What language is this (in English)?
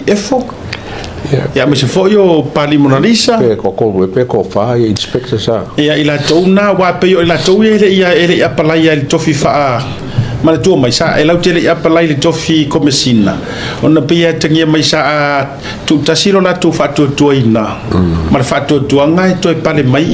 Samoan